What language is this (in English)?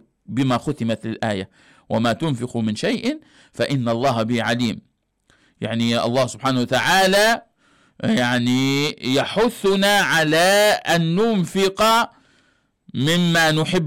Arabic